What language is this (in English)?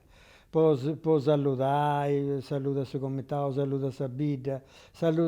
Sardinian